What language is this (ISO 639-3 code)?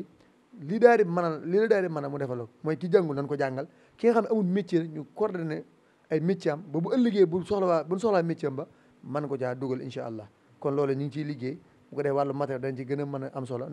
wol